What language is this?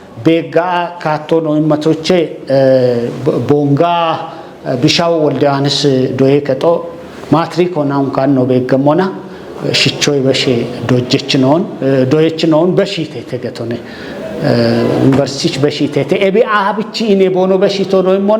Kafa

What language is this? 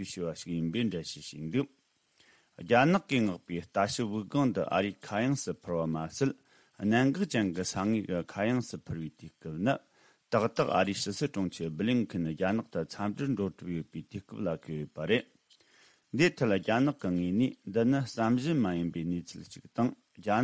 Tibetan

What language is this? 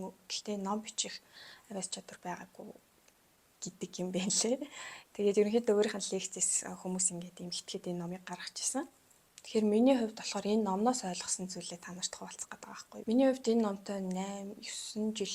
Mongolian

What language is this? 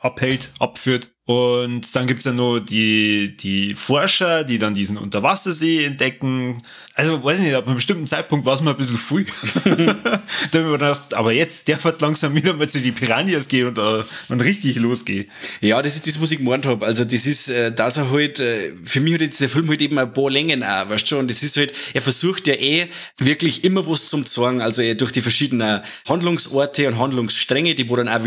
Bavarian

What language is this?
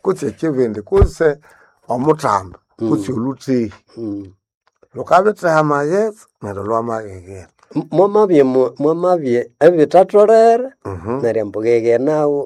Nande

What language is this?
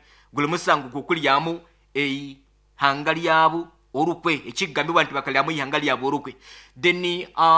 Nyoro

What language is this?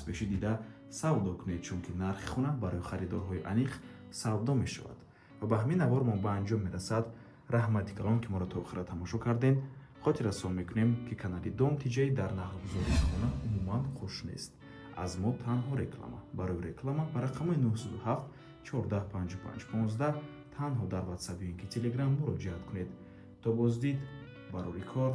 Tajik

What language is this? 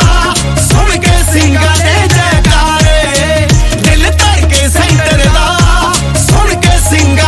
Punjabi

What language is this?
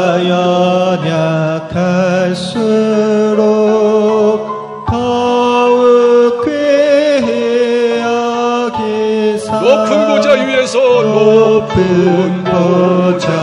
Korean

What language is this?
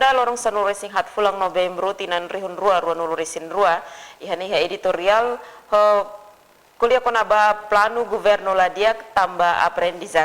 Tetum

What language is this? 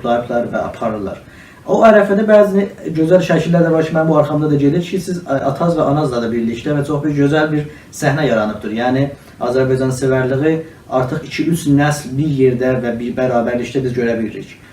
South Azerbaijani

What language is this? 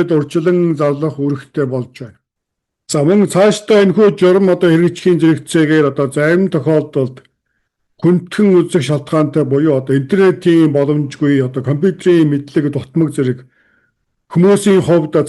Mongolian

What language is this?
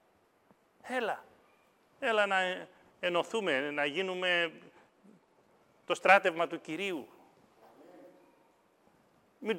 Greek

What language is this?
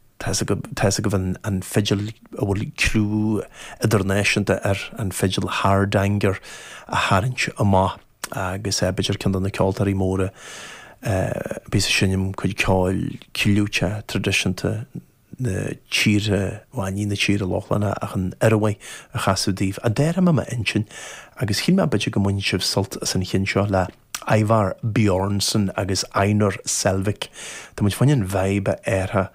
Irish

